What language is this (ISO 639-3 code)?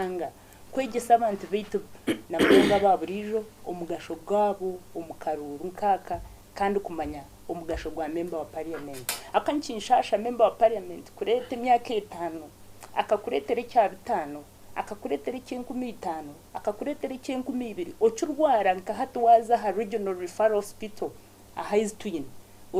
nyn